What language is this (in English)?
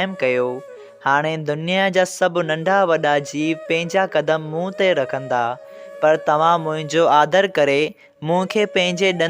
Sindhi